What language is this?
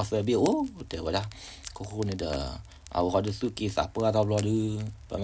S'gaw Karen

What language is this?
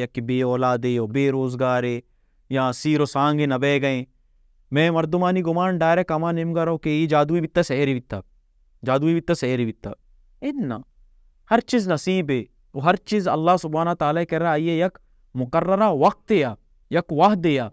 Baluchi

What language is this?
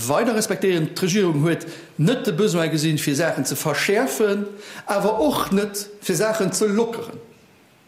Luxembourgish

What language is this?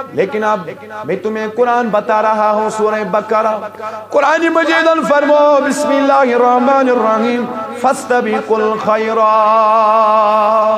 Kashmiri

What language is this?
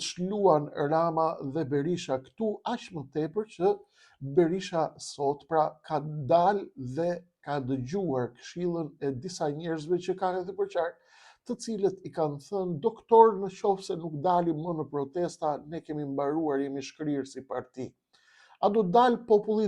Albanian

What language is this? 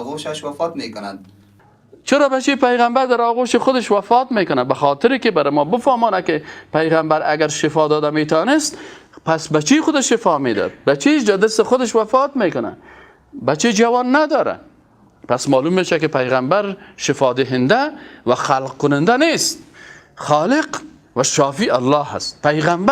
Persian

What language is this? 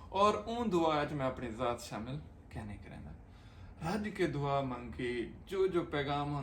Saraiki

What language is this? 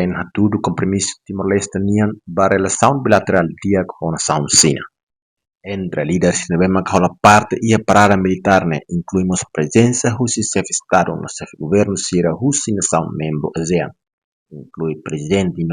Tetum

